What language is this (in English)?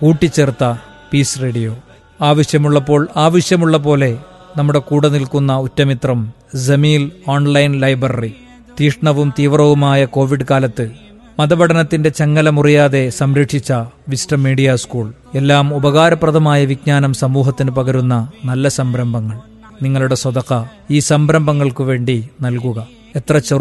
Malayalam